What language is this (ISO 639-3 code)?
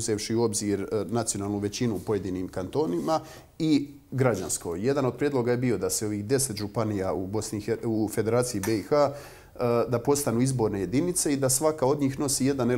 bos